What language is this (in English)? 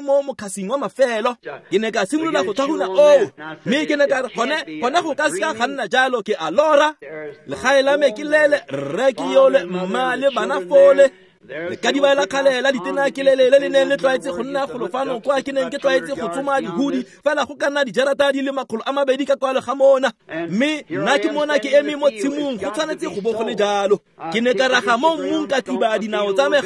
Tswana